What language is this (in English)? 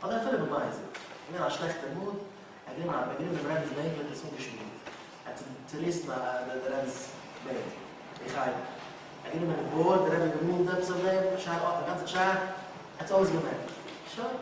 Yiddish